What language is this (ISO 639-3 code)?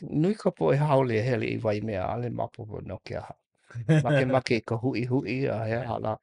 haw